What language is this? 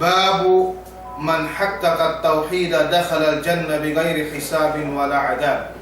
Yakan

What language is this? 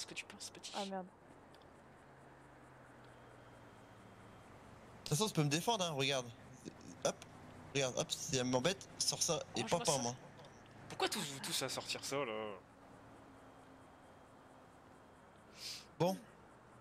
French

